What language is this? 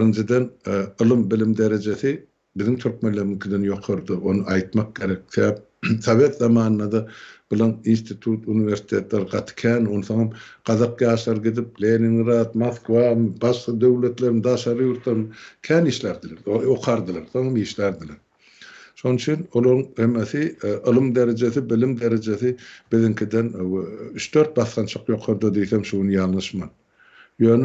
Turkmen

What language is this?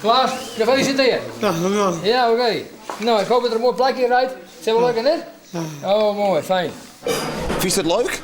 Western Frisian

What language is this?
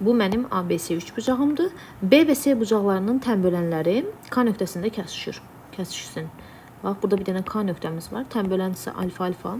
Azerbaijani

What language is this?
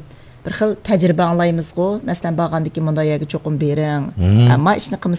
Uyghur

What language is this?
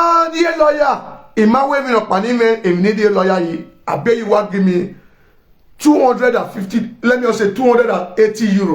Nigerian Pidgin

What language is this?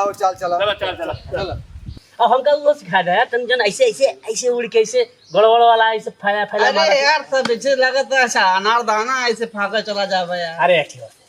Awadhi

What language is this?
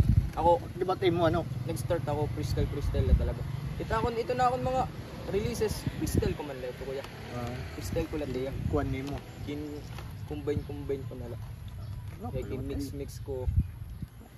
Waray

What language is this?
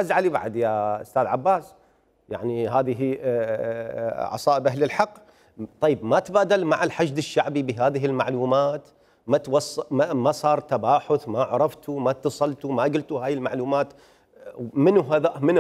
Mesopotamian Arabic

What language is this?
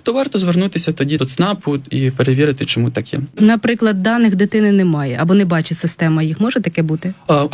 Ukrainian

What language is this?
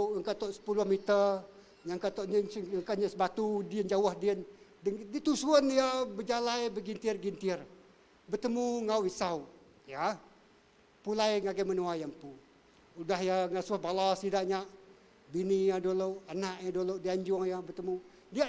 Iban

